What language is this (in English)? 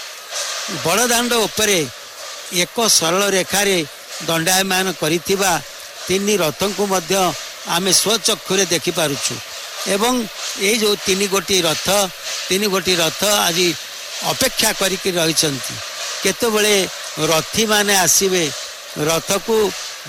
Odia